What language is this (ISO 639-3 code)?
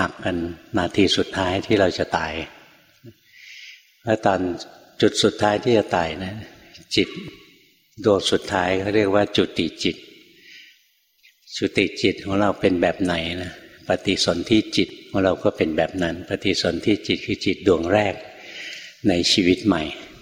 tha